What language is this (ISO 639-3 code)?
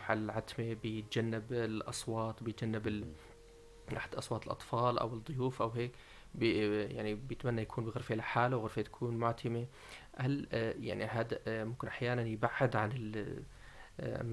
apc